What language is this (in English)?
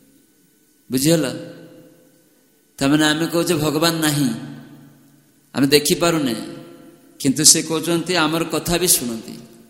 Odia